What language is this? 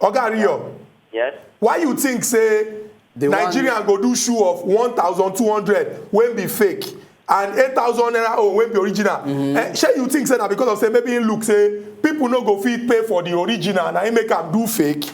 Nigerian Pidgin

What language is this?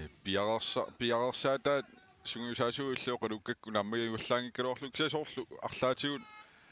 Kalaallisut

